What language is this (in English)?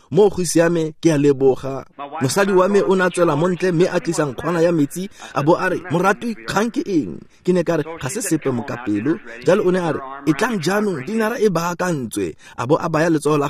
Tswana